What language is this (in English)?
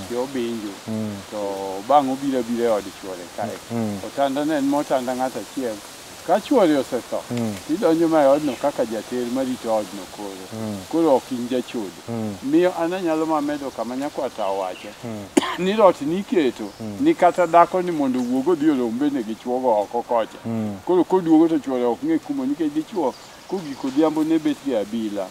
Luo (Kenya and Tanzania)